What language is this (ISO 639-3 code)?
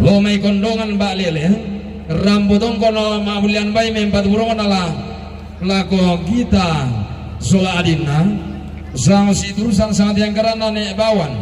sda